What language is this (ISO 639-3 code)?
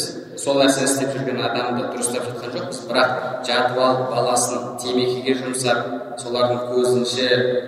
kaz